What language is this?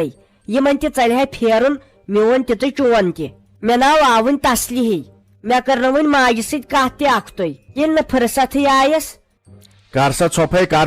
Kashmiri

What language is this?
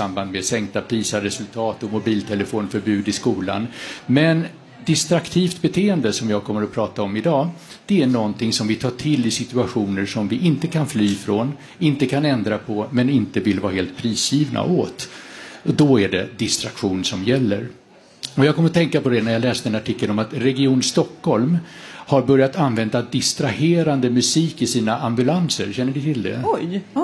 Swedish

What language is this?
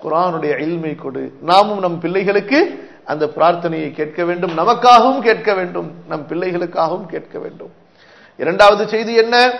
Tamil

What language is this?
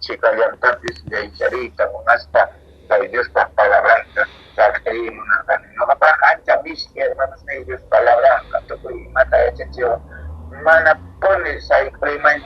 Quechua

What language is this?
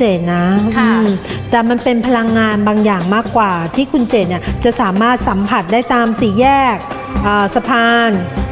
Thai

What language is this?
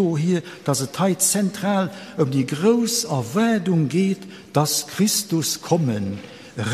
Luxembourgish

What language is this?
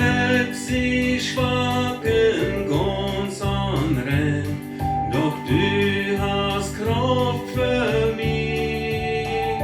Plautdietsch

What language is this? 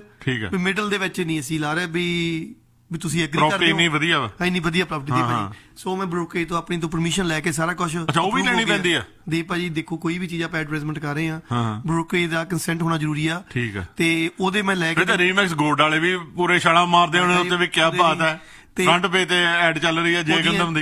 Punjabi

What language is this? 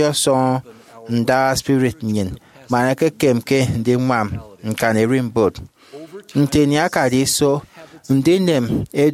Efik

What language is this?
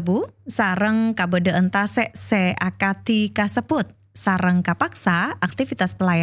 Madurese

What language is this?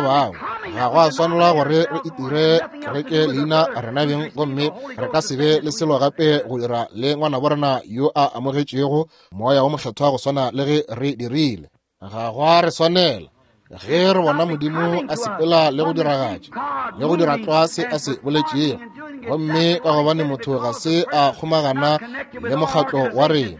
Northern Sotho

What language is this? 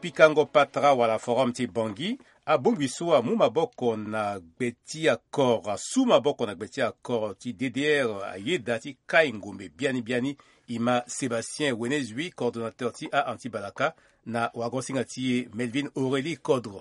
Sango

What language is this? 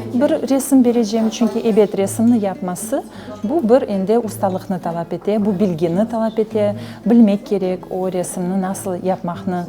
Crimean Tatar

